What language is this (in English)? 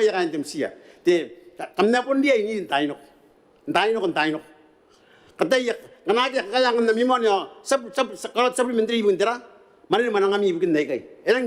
Gilbertese